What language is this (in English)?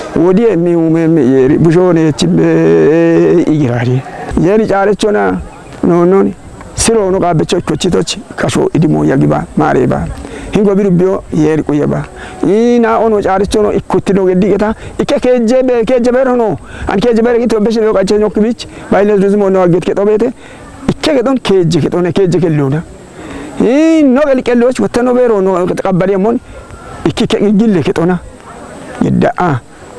Kafa